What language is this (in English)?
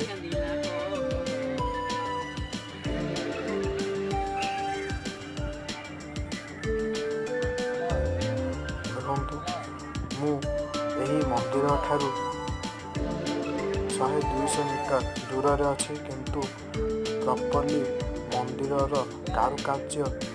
Odia